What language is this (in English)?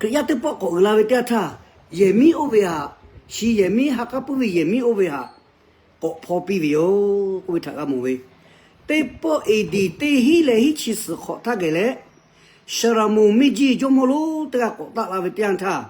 Lahu